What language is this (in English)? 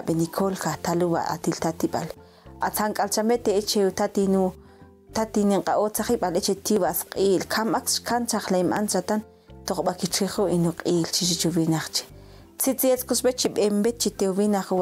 Ixil